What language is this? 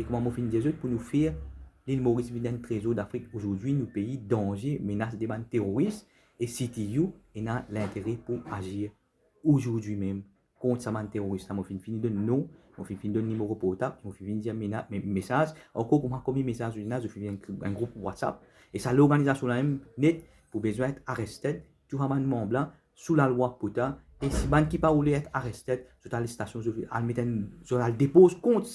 Morisyen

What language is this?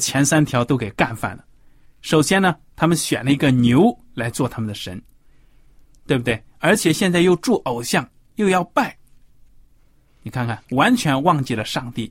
Chinese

